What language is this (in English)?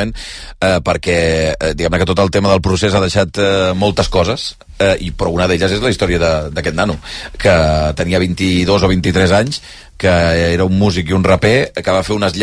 Catalan